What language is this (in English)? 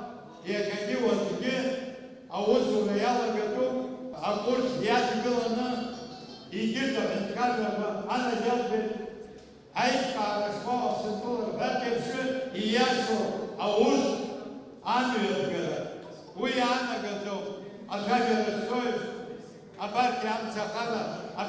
Abkhazian